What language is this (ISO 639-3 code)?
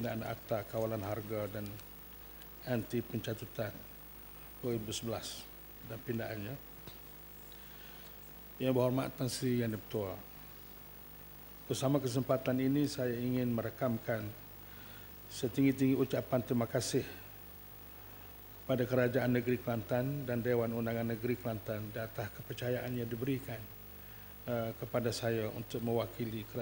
msa